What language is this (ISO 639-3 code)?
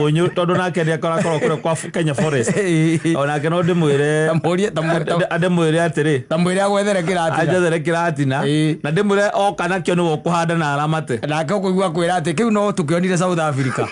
kik